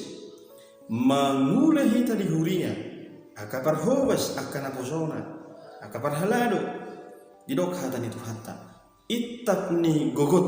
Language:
Batak Toba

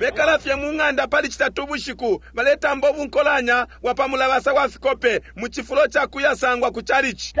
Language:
Bemba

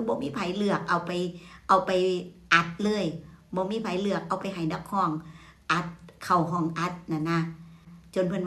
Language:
Northeastern Thai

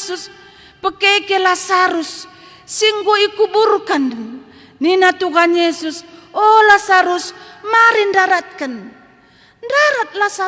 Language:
Batak Karo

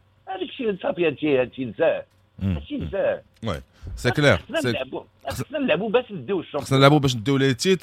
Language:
Moroccan Arabic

